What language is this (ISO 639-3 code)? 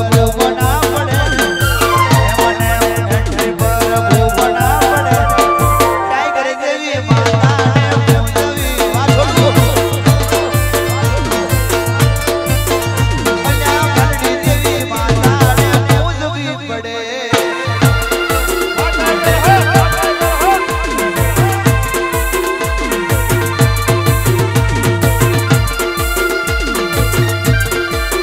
guj